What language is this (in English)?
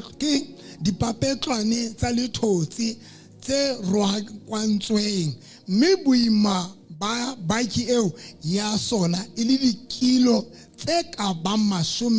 Southern Sotho